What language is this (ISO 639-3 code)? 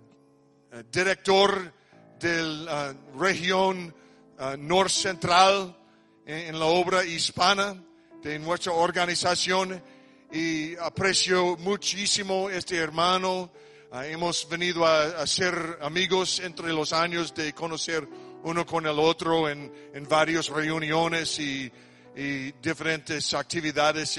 spa